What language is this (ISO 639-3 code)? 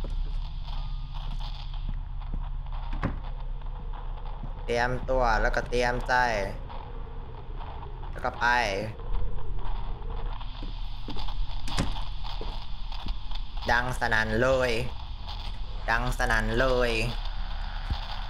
tha